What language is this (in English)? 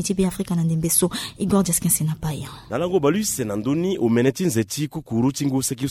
Sango